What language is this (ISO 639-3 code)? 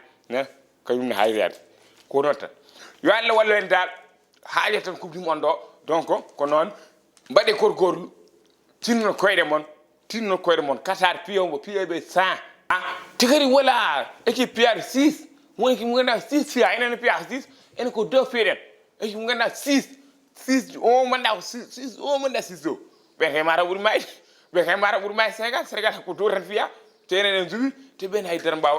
ful